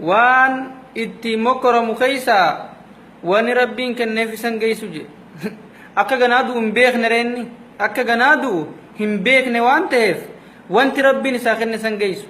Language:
Oromo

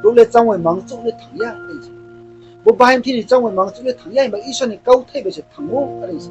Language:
Riang (India)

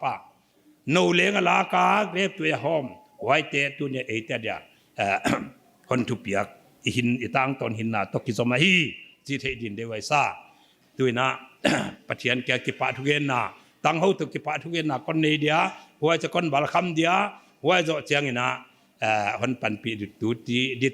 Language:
Paite Chin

